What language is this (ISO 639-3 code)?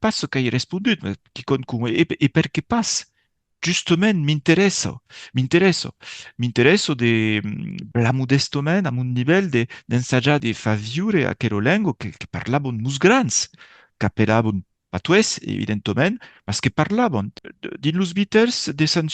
oci